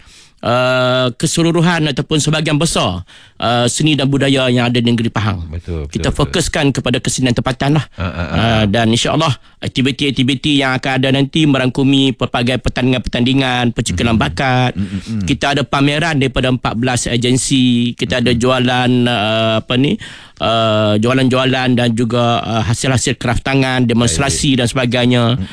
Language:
Malay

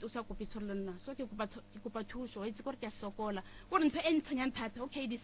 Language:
Northern Sotho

